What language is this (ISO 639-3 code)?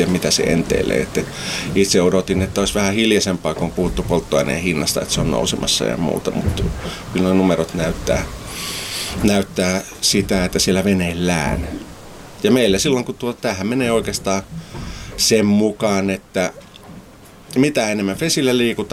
fin